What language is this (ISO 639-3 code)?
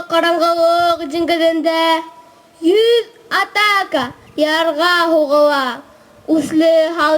bak